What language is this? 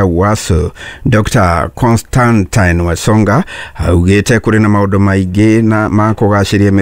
Kikuyu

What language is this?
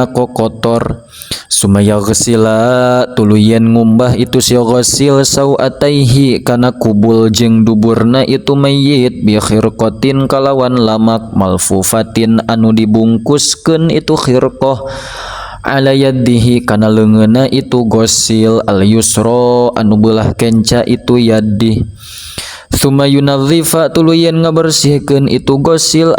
Sundanese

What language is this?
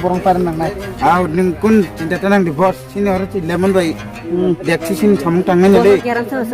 Kok Borok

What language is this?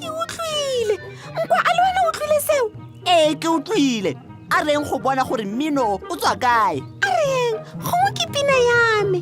Tswana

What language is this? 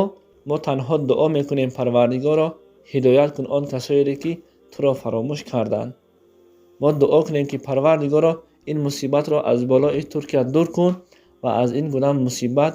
Tajik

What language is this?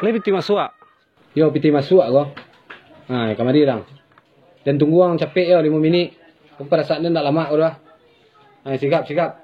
Minangkabau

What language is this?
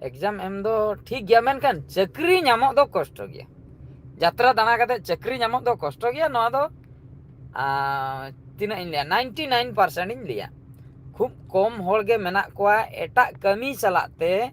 Santali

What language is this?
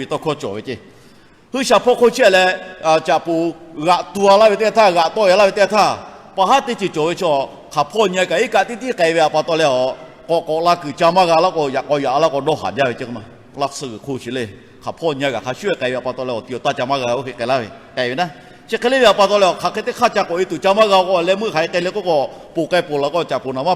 Lahu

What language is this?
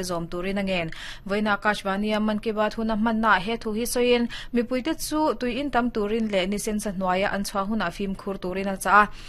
Mizo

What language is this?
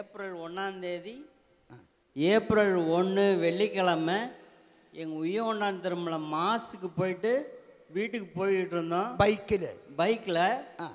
Tamil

